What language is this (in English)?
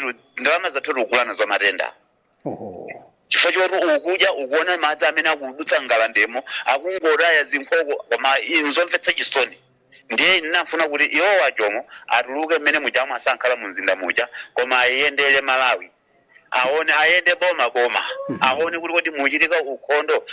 Nyanja